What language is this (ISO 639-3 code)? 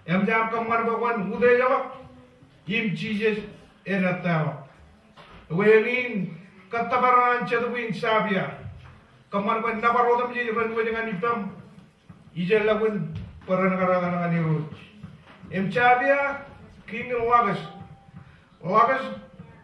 mah